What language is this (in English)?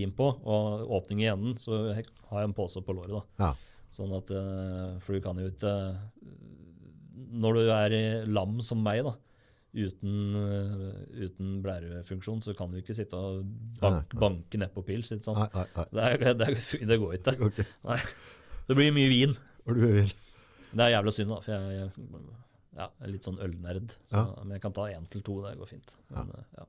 Norwegian